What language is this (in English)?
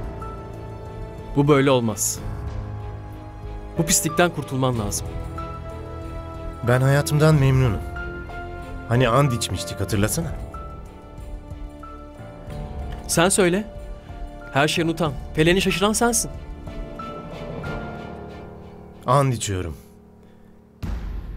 Turkish